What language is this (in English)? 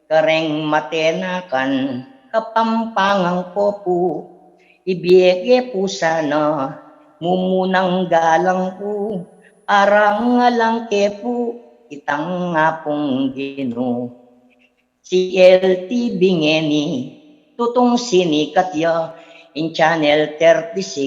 Pampanga